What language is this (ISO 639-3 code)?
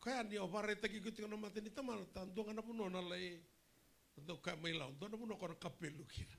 fij